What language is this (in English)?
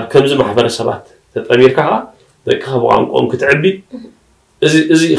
Tigrinya